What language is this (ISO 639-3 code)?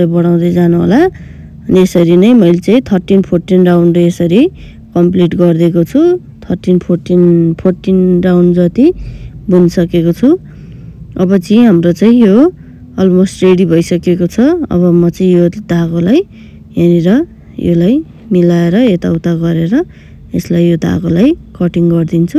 nep